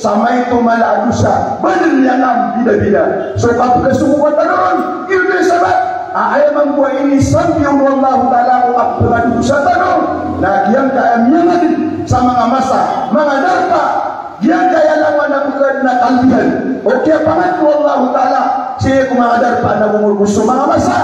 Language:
Maranao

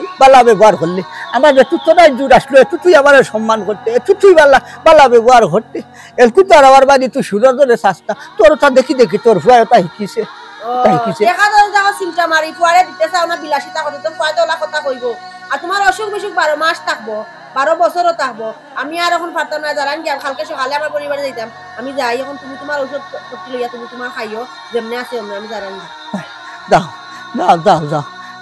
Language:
Sylheti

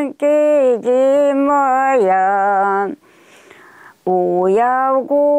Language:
Chuvash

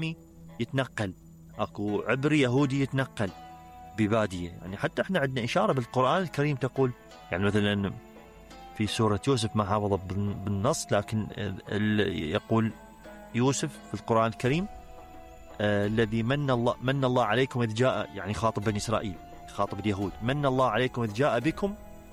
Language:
Mesopotamian Arabic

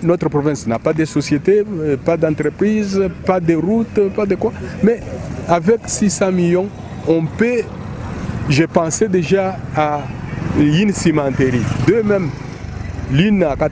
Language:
French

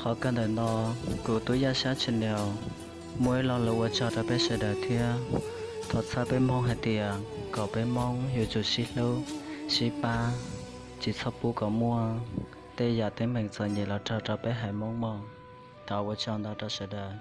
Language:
Hmong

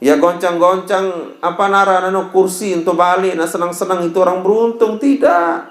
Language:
Sasak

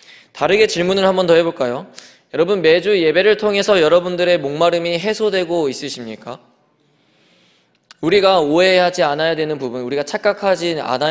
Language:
Korean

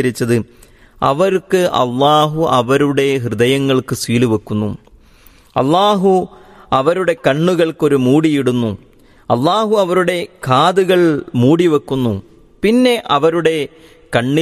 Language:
Malayalam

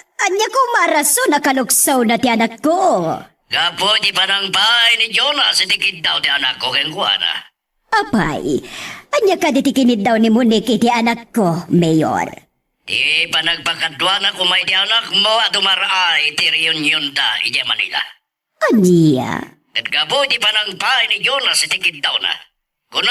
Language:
Iloko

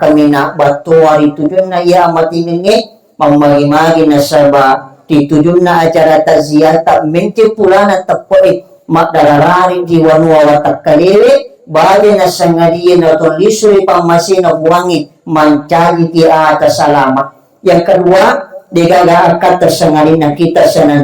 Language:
Buginese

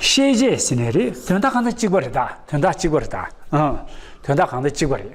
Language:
Tibetan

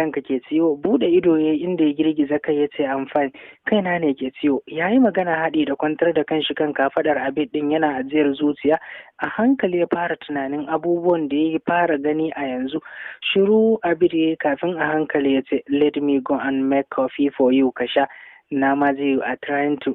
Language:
Hausa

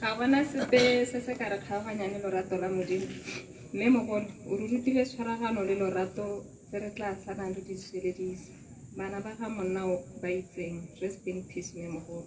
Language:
Tswana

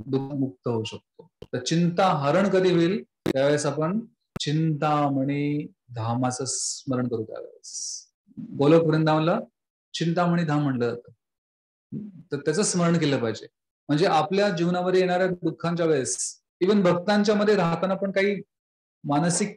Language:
Marathi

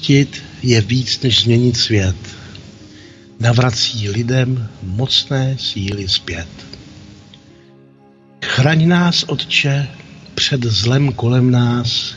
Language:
Czech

